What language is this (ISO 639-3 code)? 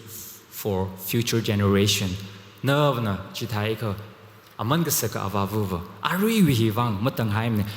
nmf